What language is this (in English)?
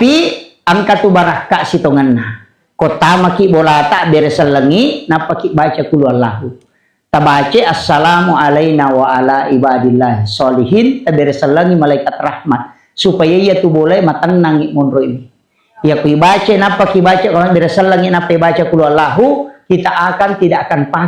Buginese